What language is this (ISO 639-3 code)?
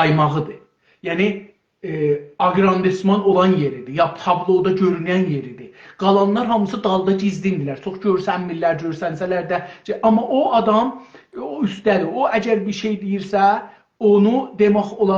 azb